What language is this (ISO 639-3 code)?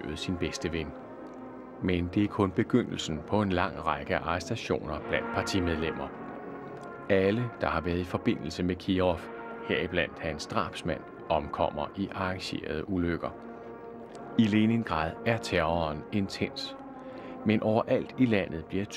dan